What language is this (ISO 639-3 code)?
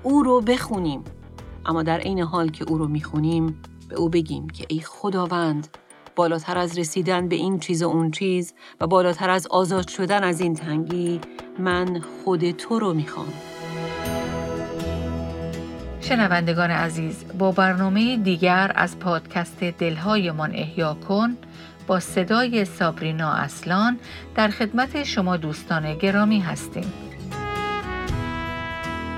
fas